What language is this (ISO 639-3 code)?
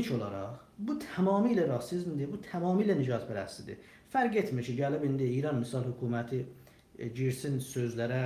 azb